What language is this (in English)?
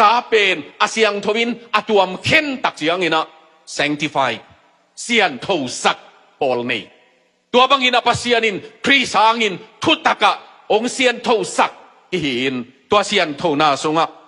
Tedim Chin